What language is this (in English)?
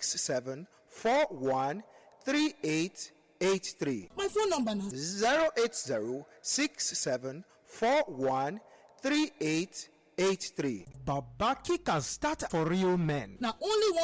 Nigerian Pidgin